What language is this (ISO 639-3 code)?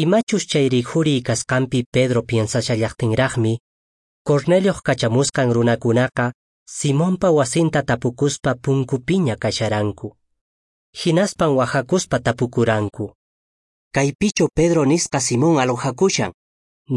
que